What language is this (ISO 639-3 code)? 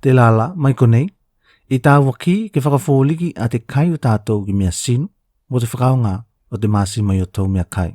tvl